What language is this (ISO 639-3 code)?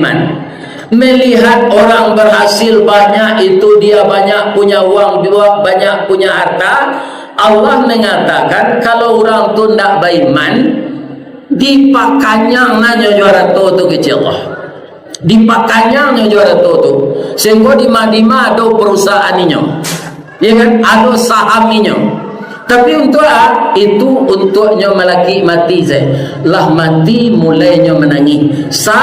min